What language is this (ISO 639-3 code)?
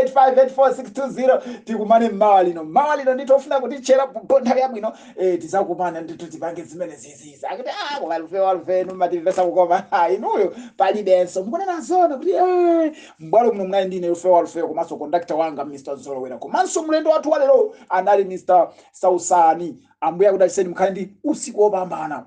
nya